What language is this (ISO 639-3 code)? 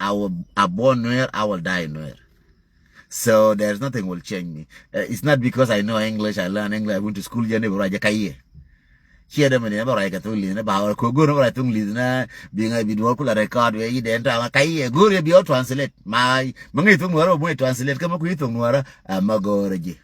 nus